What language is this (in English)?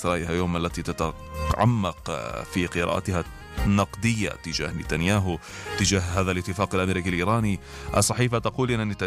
Arabic